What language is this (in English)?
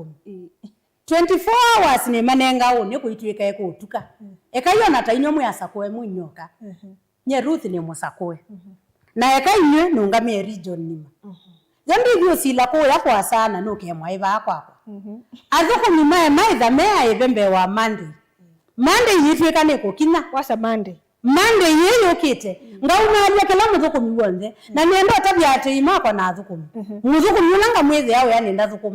Kamba